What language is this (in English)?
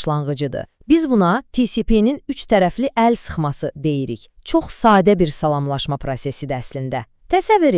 Azerbaijani